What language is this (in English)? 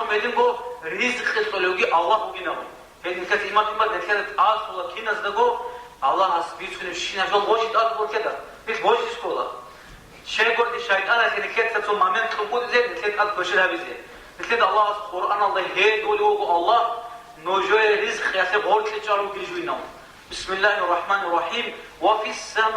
Avaric